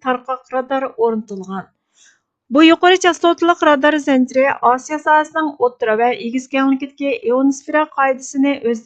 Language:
Uyghur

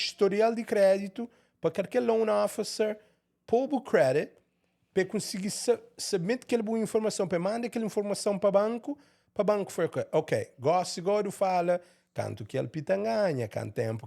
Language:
Kabuverdianu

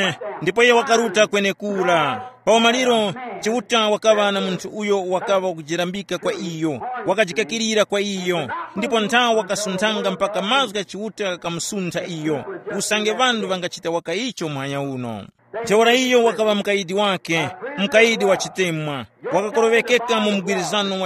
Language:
Tumbuka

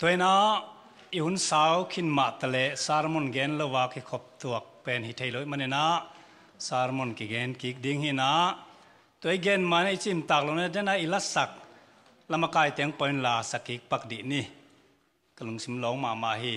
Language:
Tedim Chin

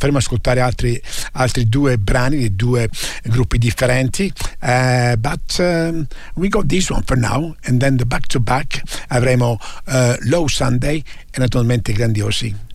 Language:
Italian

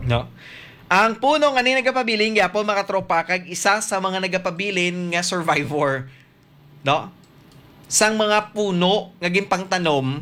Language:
Hiligaynon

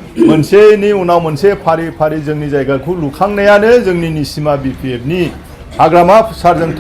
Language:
Bodo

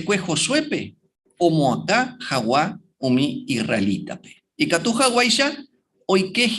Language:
Guarani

